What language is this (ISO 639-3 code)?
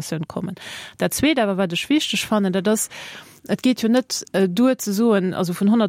ltz